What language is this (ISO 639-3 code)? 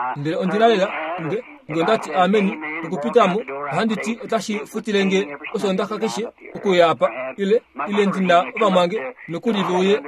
kua